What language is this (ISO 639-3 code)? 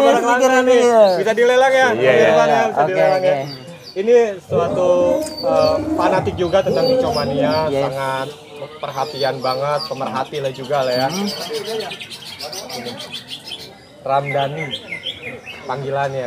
ind